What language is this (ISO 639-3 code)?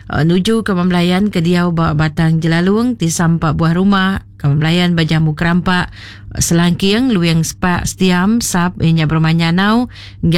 iba